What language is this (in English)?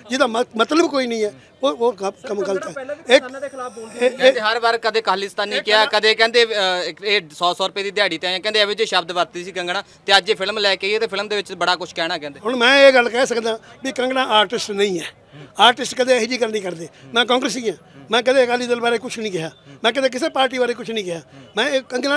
Punjabi